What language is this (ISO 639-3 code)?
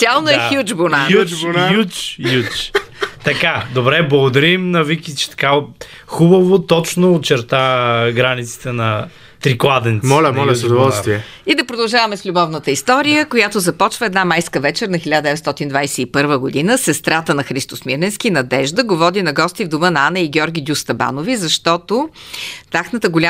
bul